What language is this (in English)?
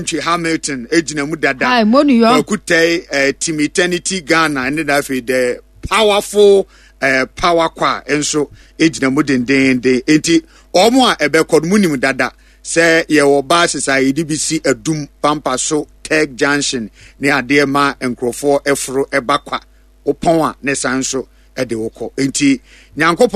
Akan